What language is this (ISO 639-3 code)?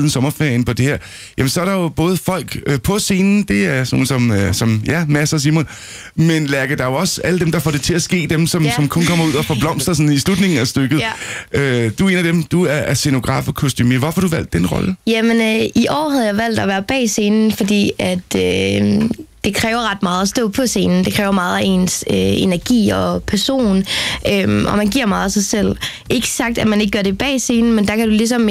dan